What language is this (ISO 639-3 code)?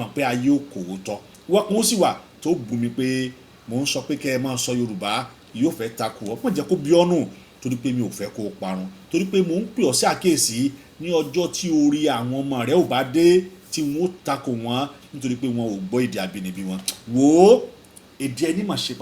yor